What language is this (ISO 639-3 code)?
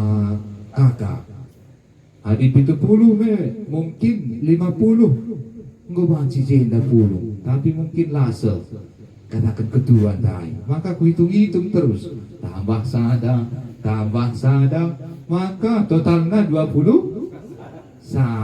btx